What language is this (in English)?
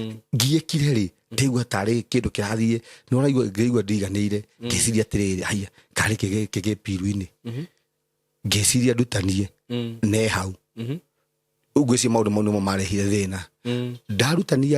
Kikuyu